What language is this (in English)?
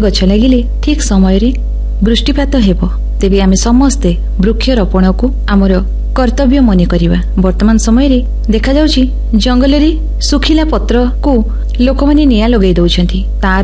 Odia